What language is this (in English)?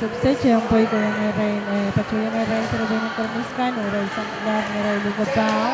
Pohnpeian